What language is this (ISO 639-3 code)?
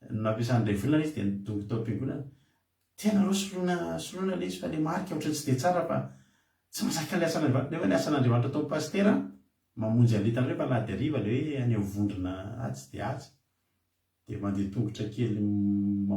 mlg